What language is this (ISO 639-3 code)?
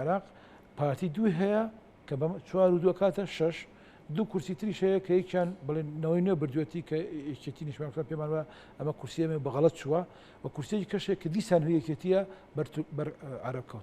ckb